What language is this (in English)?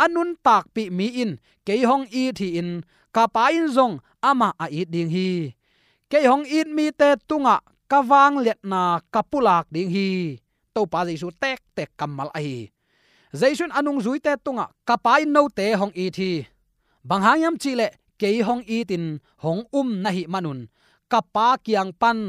Tedim Chin